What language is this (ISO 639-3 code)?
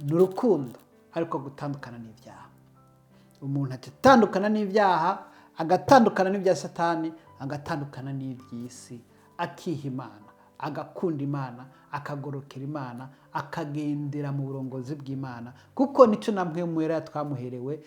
run